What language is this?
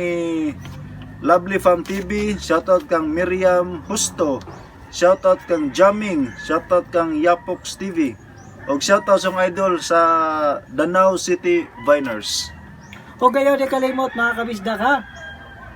Cebuano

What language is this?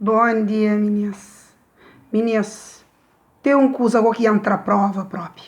Kabuverdianu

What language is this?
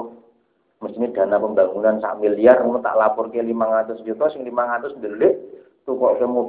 Javanese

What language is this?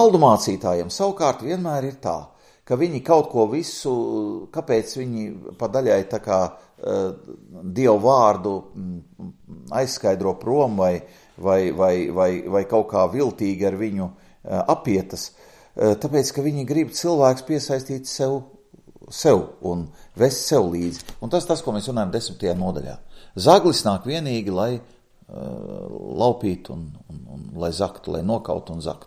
Latvian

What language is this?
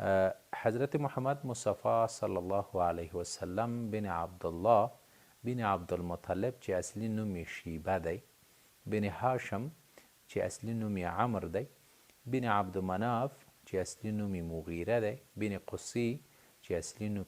Pashto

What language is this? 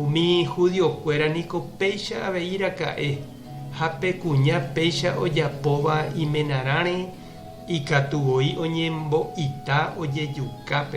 Guarani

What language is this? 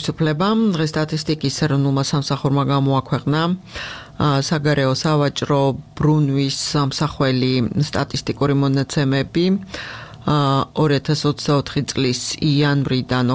Georgian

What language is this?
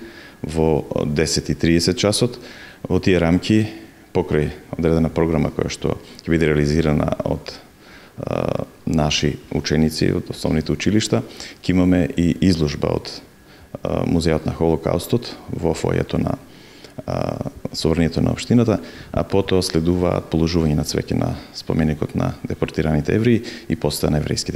Macedonian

